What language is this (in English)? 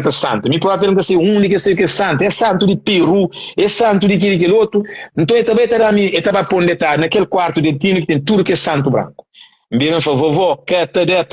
Kabuverdianu